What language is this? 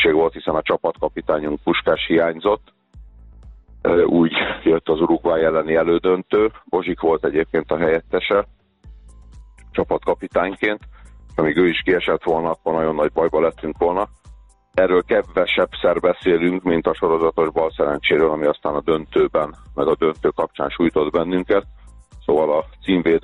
Hungarian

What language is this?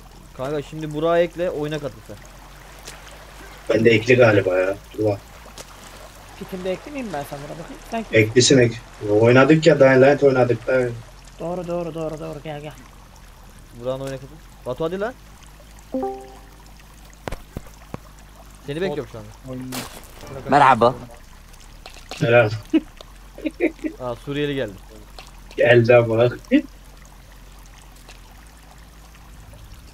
Turkish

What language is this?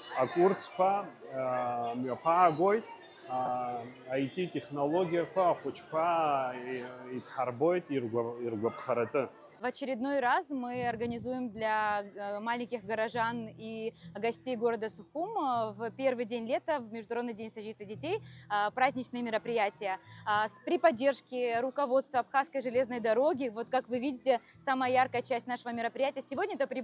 Abkhazian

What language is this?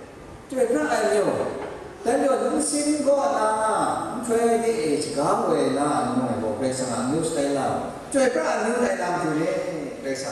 Kachin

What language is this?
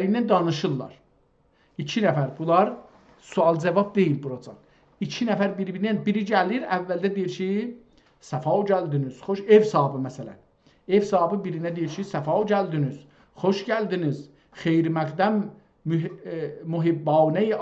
South Azerbaijani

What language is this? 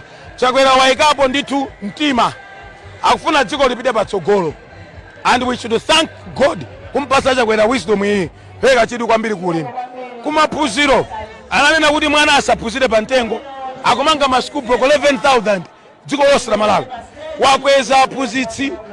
Nyanja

